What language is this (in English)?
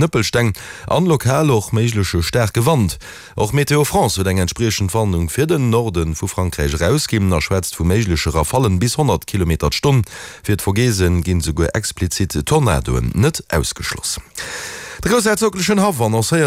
Luxembourgish